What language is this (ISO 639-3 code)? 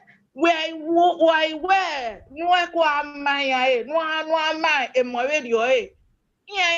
bin